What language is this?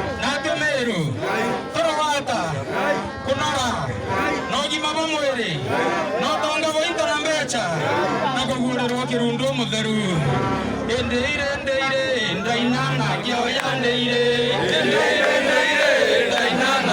Meru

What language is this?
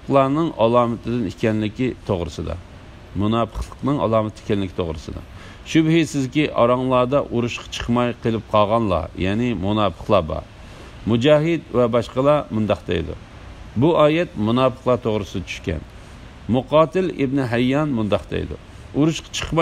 Uyghur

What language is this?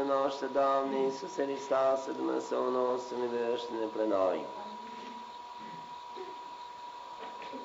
Romanian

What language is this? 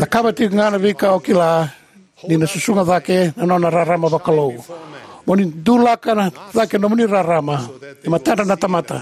Fijian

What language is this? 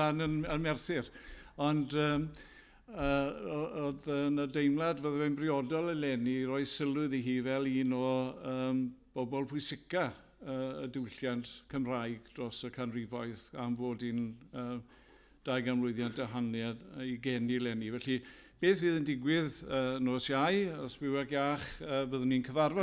Welsh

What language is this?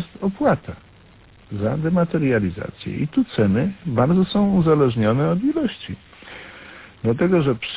Polish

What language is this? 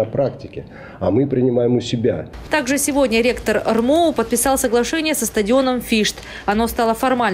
Russian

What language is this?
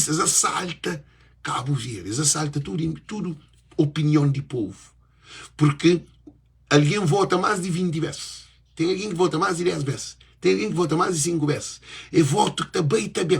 Kabuverdianu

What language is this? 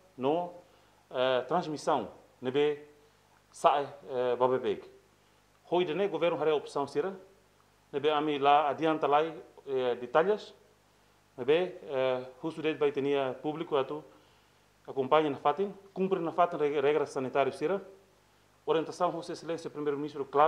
Tetum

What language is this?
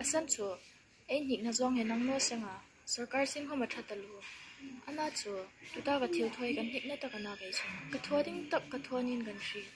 Hmar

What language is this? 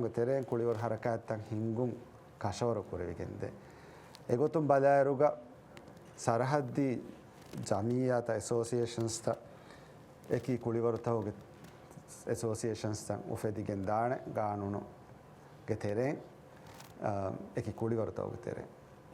Divehi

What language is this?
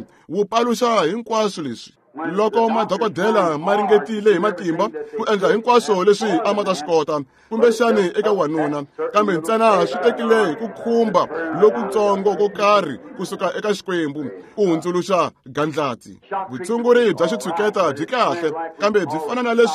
Tsonga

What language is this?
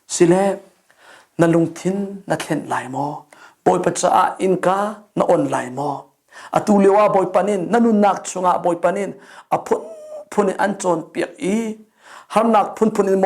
Hakha Chin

